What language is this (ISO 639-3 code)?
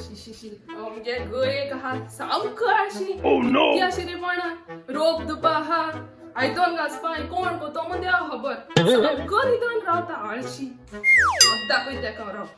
kok